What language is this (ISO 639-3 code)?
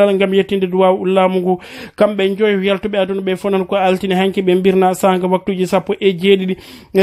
ful